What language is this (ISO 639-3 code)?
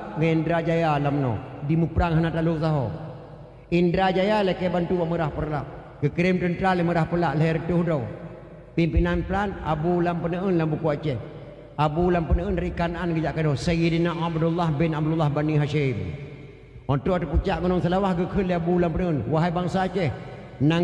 ace